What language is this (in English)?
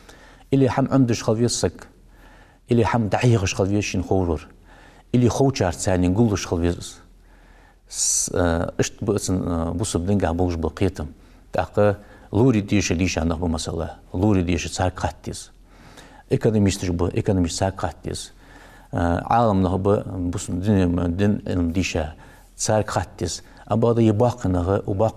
Ingush